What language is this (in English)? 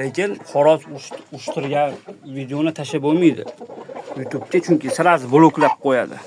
Uzbek